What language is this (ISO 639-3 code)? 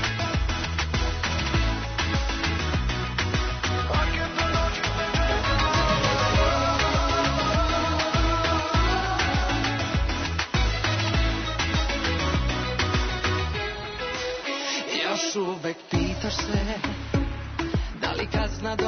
srp